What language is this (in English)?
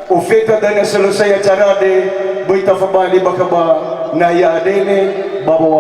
Nias